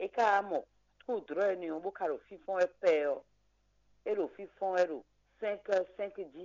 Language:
Fon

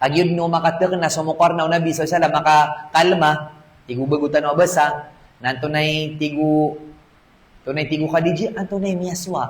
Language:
Maranao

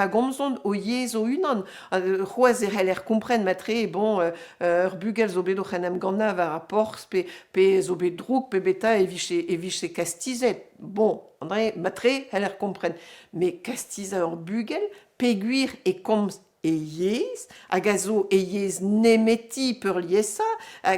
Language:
Breton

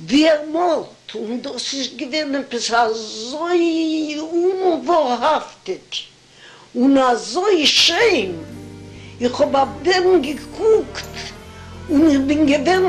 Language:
Yiddish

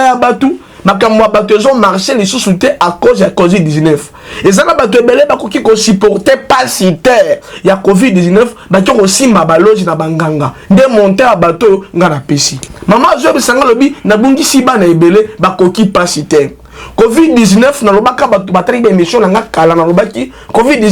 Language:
Lingala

